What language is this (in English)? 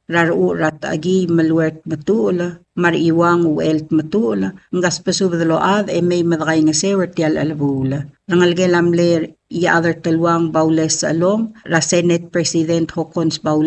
Palauan